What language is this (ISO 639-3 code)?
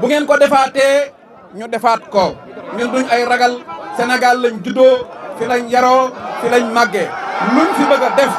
wol